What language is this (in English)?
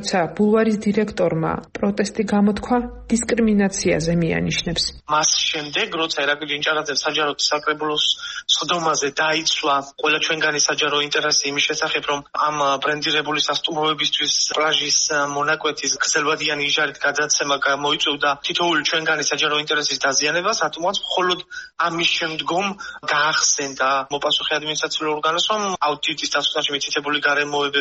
Georgian